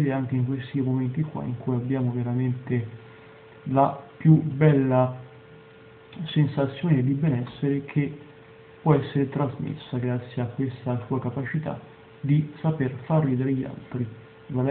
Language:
Italian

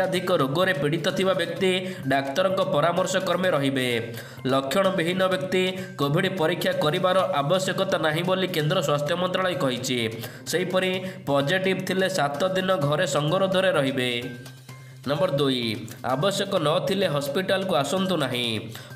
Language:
Odia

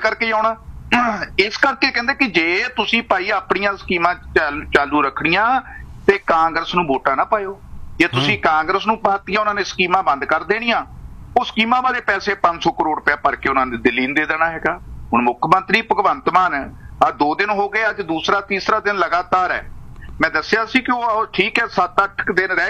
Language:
Punjabi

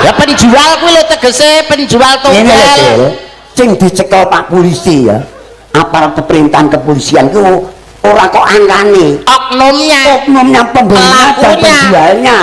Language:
Javanese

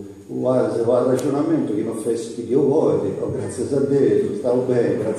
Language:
Sardinian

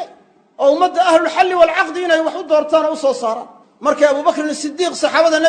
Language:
Somali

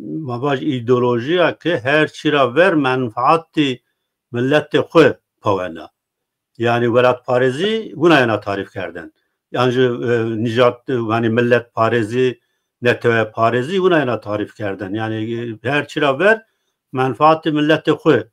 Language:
Zaza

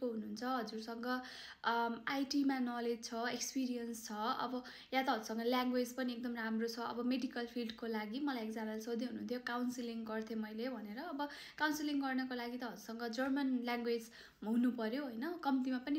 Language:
Nepali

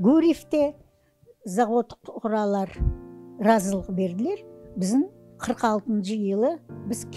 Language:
Crimean Tatar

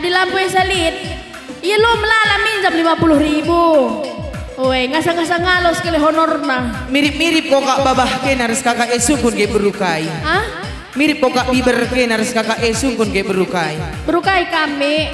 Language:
Batak Karo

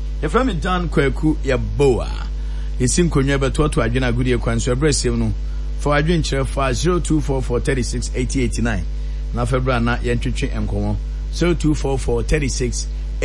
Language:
Akan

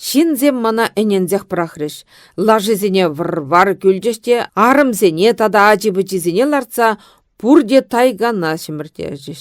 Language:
Chuvash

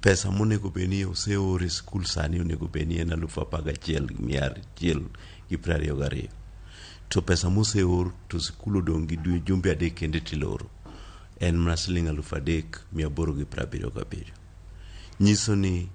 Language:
Luo (Kenya and Tanzania)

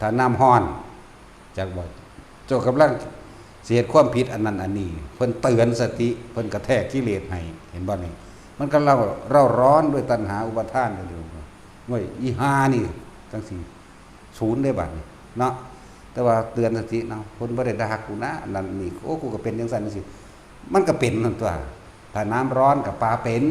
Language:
Northeastern Thai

